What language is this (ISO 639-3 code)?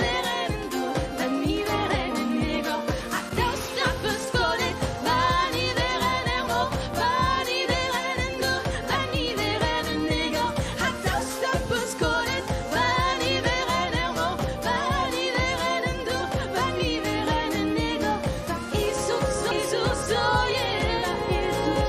bre